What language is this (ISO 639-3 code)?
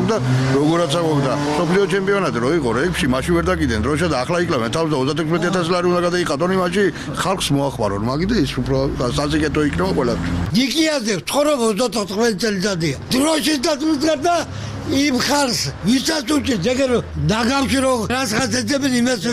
kat